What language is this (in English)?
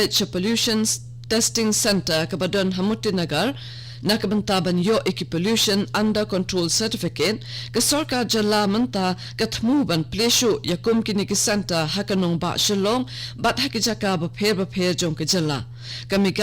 Khasi